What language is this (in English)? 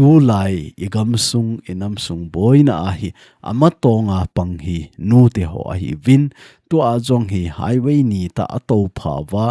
Thado Chin